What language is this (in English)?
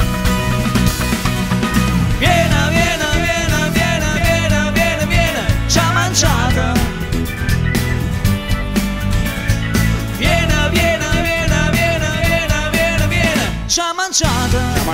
Italian